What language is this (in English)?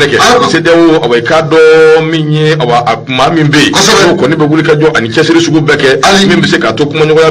Bambara